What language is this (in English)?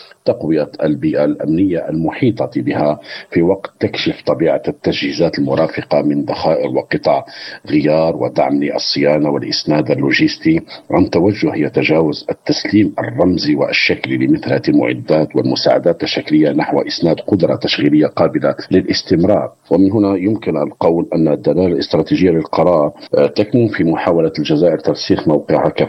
Arabic